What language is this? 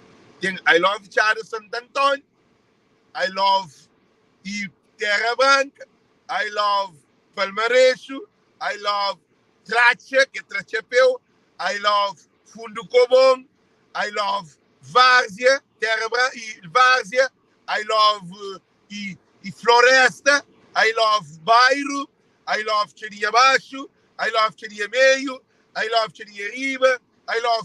Kabuverdianu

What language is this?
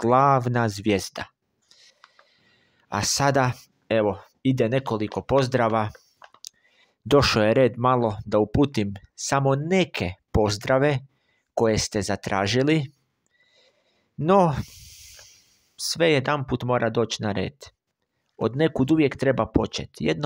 Croatian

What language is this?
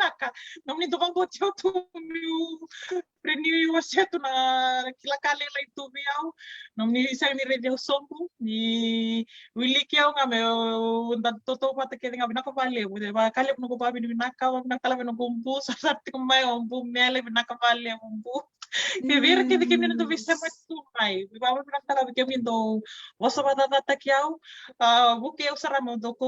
Fijian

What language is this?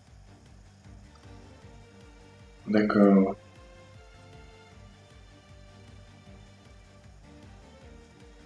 French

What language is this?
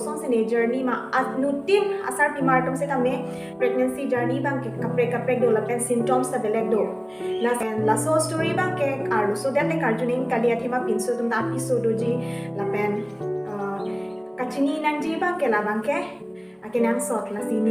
Karbi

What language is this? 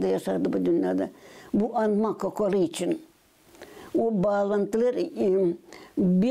Gagauz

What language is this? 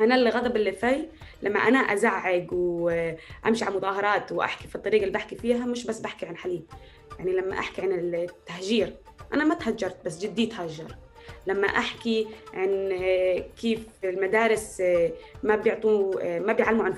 North Levantine Arabic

